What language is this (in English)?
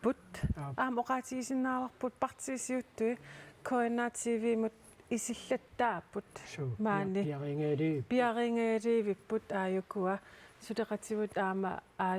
Kalaallisut